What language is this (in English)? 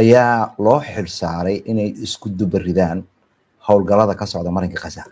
Somali